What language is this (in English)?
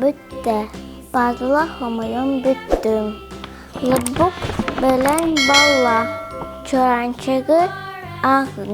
Yakut